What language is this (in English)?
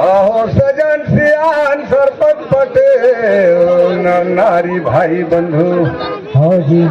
Surgujia